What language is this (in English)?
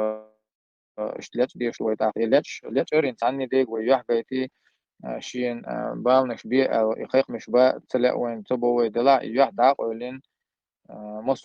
Chechen